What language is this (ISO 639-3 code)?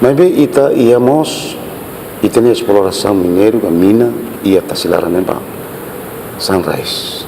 tet